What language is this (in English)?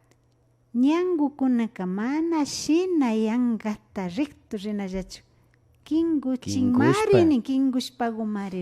Imbabura Highland Quichua